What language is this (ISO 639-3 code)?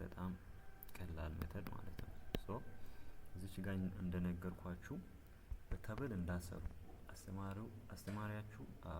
amh